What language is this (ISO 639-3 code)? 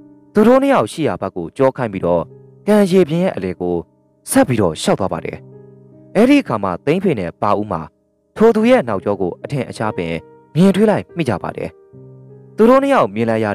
mya